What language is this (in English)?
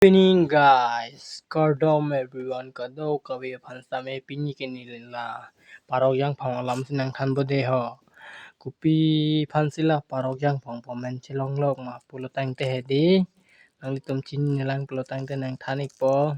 Karbi